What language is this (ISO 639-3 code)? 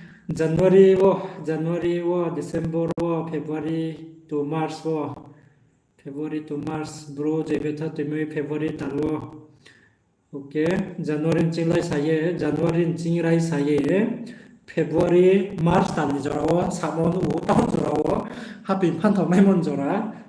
ria